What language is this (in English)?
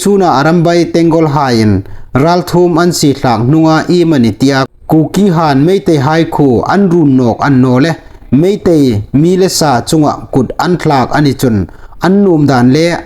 Hmar